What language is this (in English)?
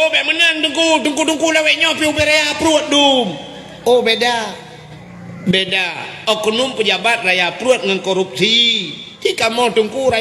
Achinese